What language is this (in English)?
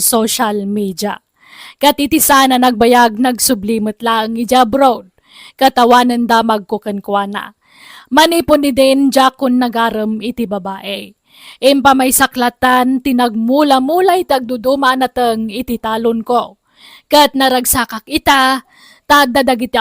Iloko